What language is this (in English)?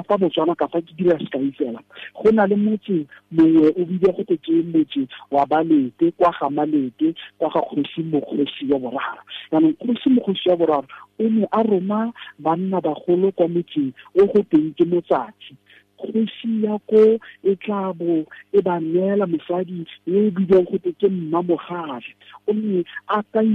Tswana